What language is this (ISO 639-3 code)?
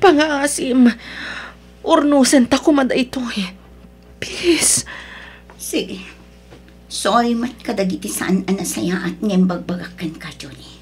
ilo